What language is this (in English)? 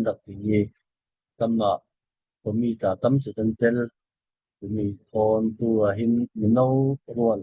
Falam Chin